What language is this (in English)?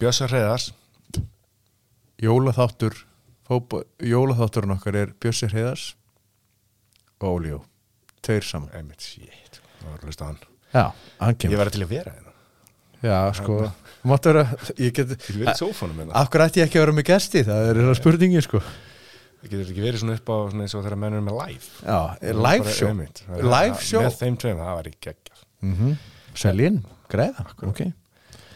Icelandic